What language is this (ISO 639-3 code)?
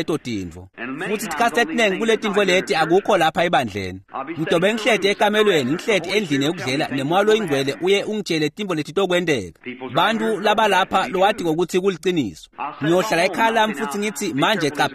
ssw